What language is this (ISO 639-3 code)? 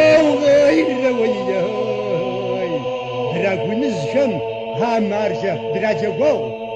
kbd